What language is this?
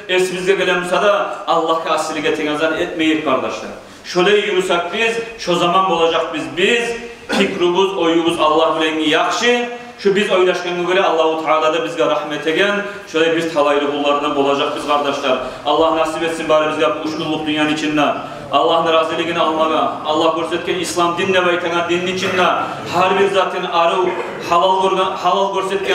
Kumyk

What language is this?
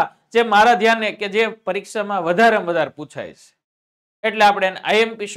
Gujarati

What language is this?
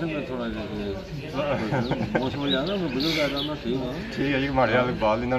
Pahari-Potwari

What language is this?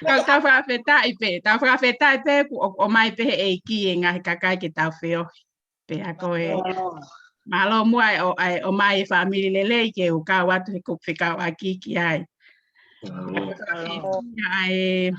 Tongan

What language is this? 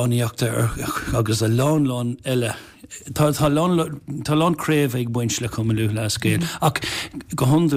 Irish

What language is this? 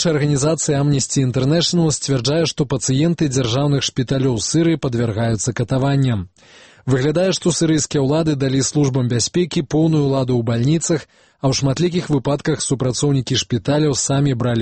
Belarusian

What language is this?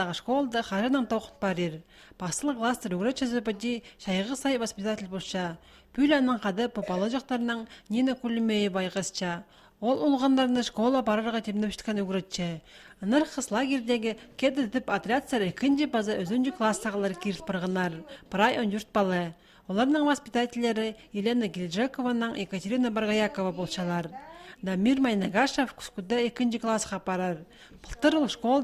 Khakas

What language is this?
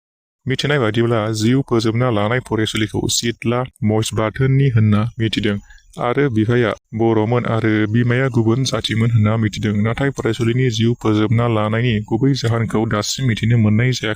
Bodo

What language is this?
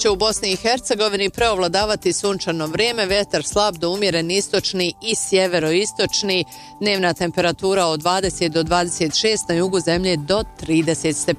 Bosnian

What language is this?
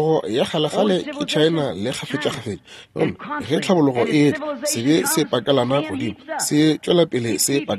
Northern Sotho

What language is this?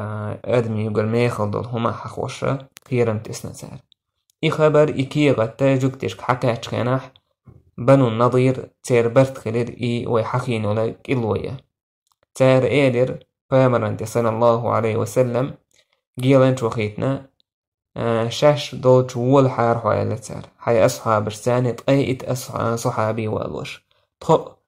Chechen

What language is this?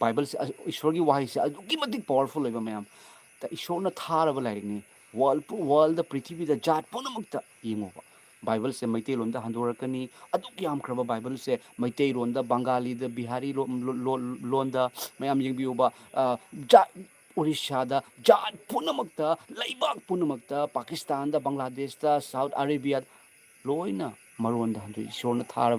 Manipuri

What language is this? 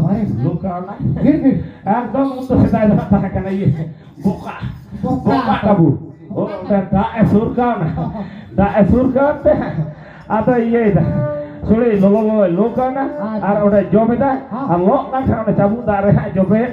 Santali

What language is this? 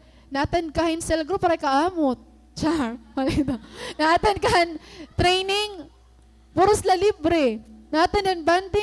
Waray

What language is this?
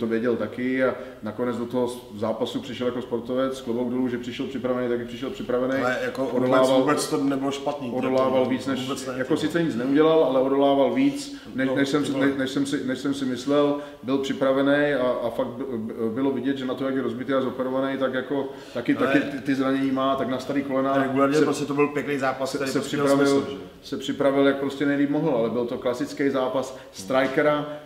Czech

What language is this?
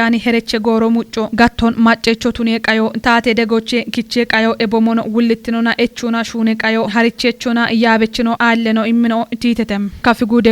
Kafa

